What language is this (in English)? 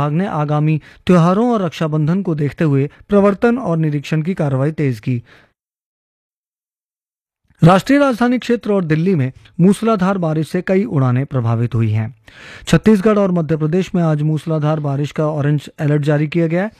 Hindi